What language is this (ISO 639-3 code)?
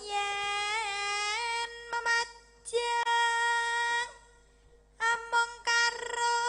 jav